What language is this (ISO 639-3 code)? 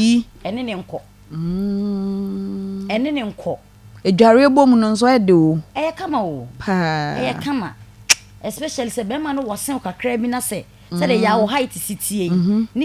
aka